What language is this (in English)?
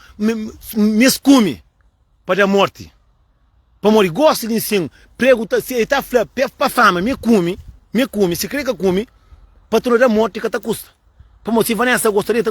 Kabuverdianu